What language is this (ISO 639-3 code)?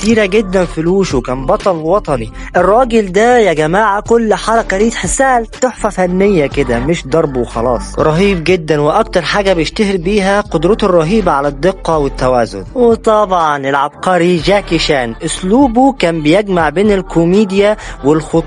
arz